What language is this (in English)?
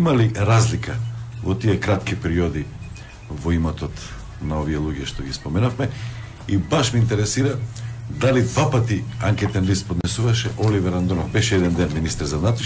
Macedonian